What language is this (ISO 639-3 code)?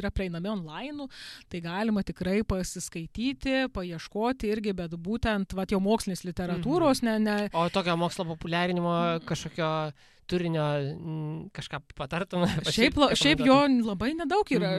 lit